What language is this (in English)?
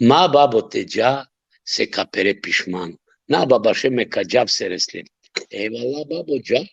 Balkan Romani